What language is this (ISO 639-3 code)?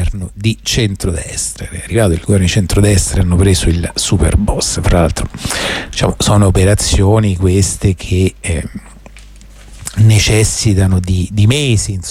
ita